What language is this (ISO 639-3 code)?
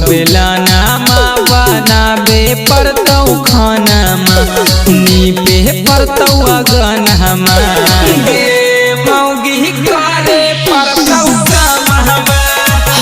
mag